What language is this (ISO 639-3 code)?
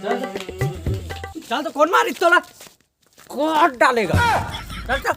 hne